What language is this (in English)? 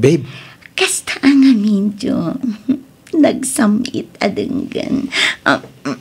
Iloko